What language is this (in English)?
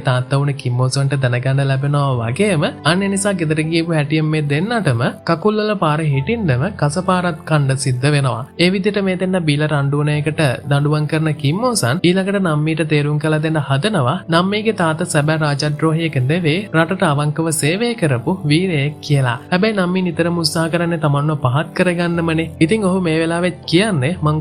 Sinhala